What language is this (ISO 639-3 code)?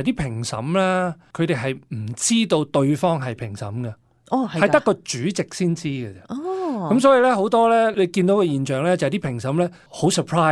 yue